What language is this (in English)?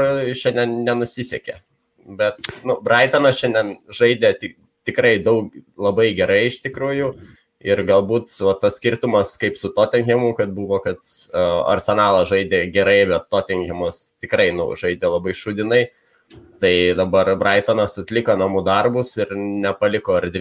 Lithuanian